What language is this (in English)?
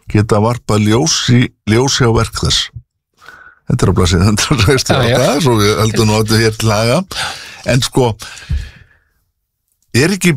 Icelandic